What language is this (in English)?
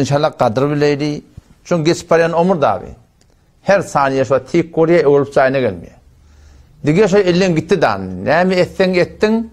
Turkmen